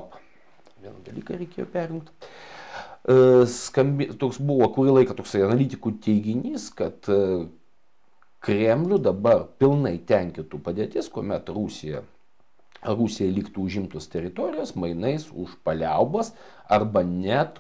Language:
Lithuanian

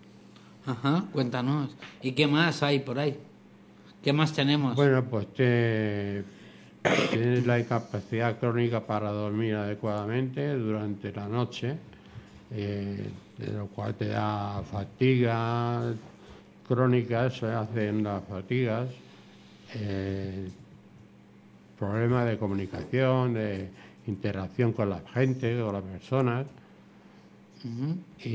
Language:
Spanish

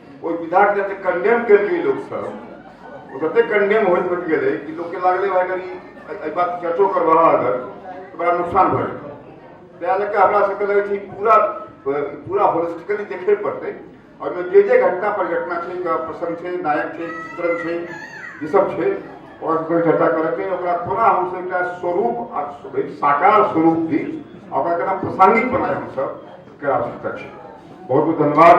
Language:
Maithili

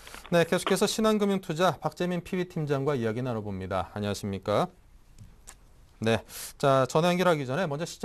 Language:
Korean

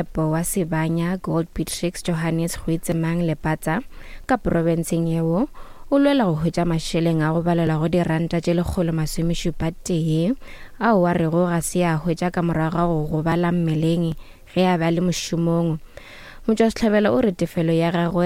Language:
Northern Sotho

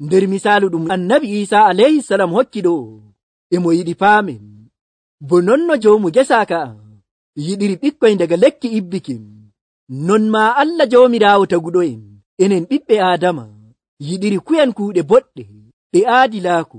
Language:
Nigerian Fulfulde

